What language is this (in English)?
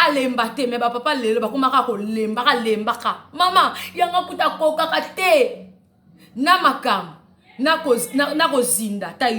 Lingala